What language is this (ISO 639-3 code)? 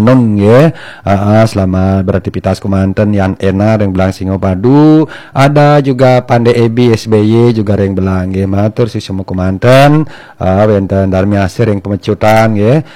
ban